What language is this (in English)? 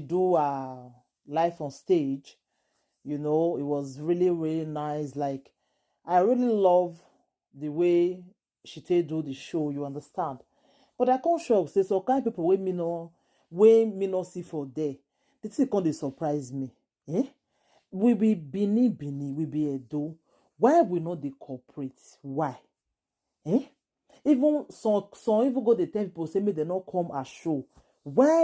Nigerian Pidgin